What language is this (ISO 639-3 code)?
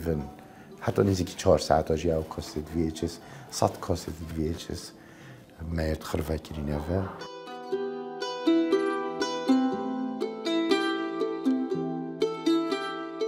kur